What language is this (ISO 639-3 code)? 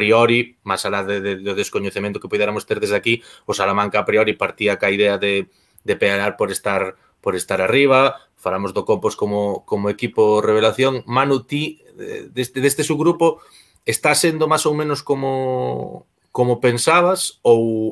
glg